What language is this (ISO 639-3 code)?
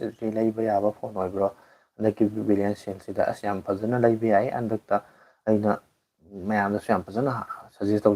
mni